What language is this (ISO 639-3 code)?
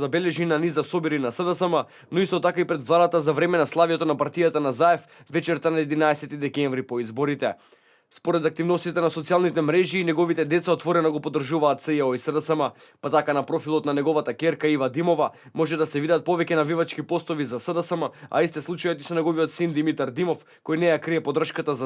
mkd